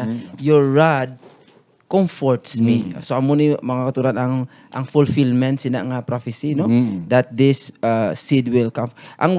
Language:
Hiligaynon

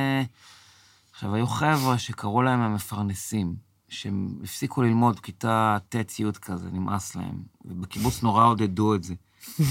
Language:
Hebrew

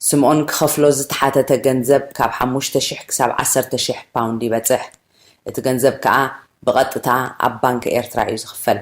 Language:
Tigrinya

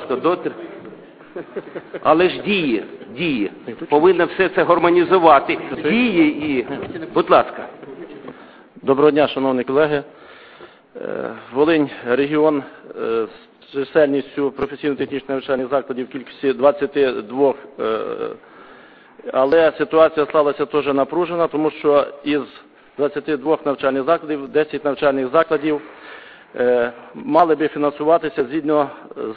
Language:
Ukrainian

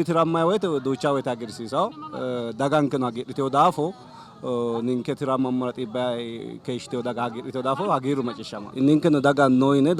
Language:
Sidamo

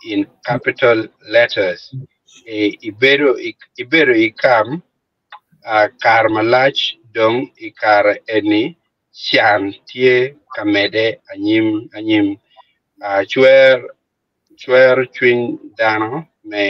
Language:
Acoli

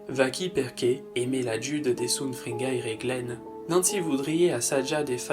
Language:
Occitan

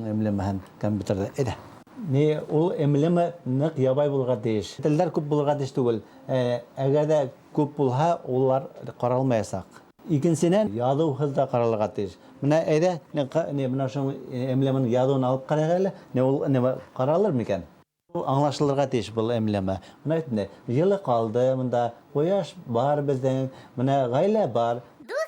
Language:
Bashkir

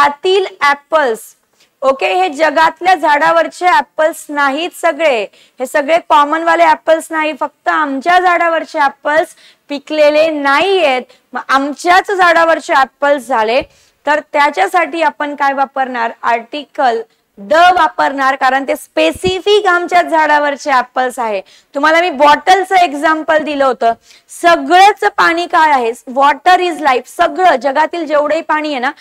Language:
Marathi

